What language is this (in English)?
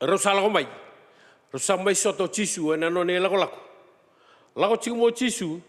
Fijian